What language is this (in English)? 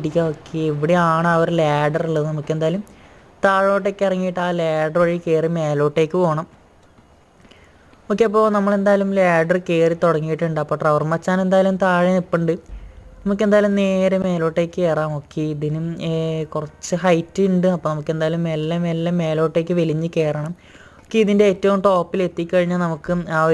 Malayalam